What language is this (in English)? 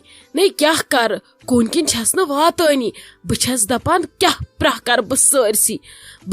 Kashmiri